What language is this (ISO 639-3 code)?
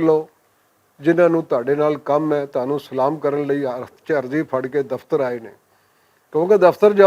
lah